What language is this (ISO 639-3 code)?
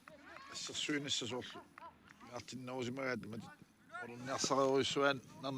kal